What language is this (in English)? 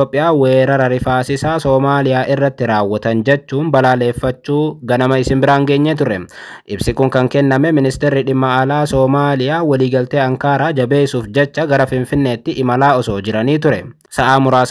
Oromo